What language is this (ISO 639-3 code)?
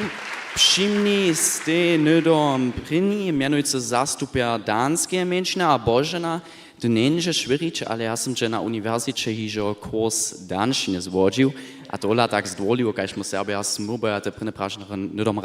hsb